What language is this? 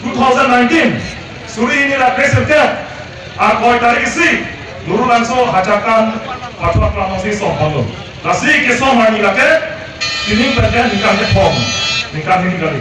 Karbi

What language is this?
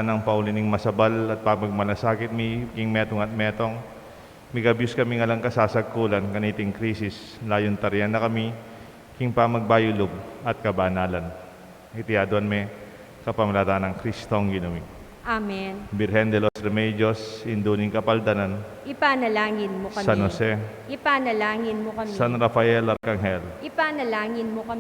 Pampanga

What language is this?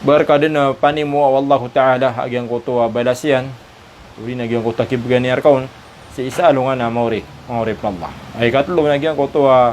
Maranao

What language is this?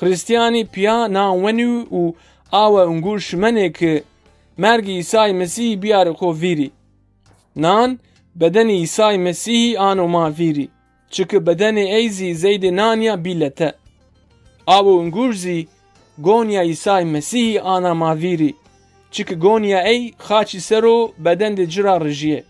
Zaza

